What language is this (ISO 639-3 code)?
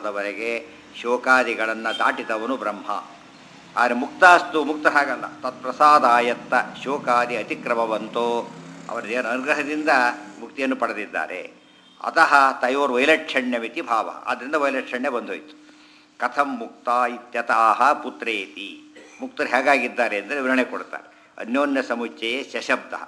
kan